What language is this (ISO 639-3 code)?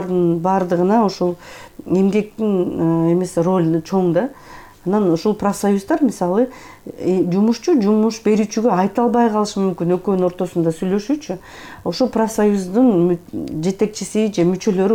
kir